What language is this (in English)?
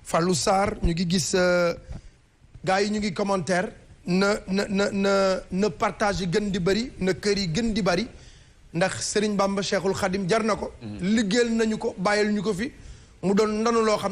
Wolof